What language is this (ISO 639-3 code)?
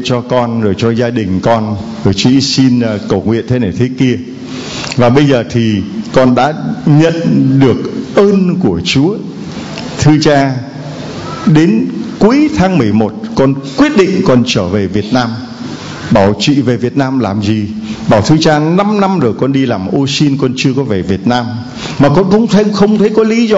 vie